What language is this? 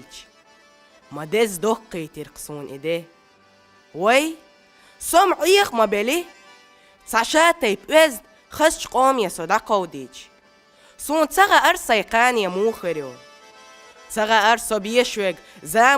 Chechen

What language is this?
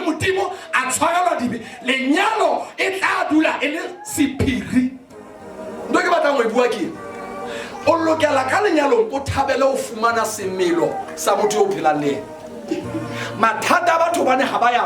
Southern Sotho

